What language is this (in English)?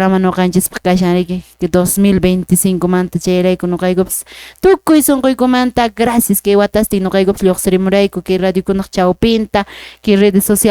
Quechua